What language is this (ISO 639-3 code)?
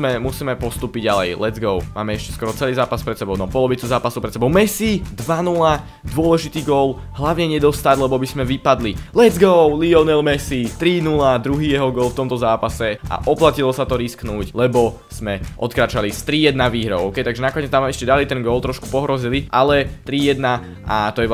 slk